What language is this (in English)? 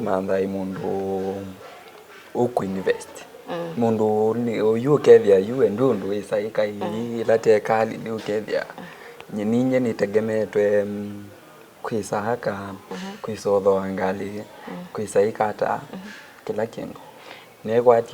Kamba